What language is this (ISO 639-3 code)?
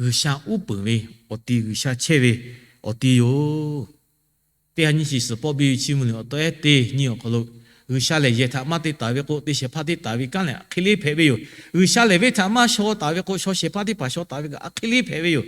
lhu